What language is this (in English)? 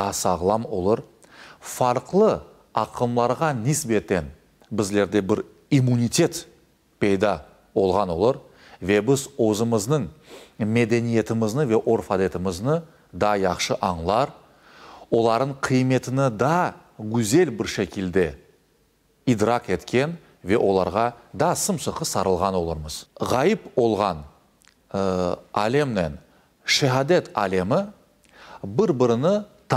Crimean Tatar